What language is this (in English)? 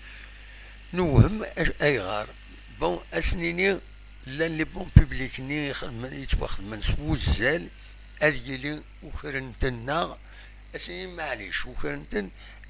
Kabyle